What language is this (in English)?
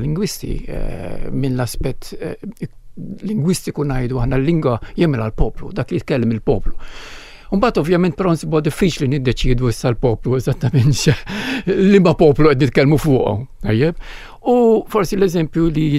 Maltese